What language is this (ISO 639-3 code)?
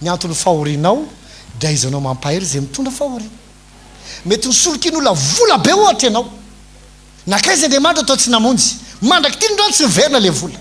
mlg